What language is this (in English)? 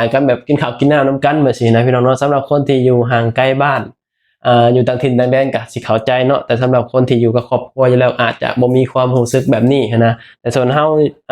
Lao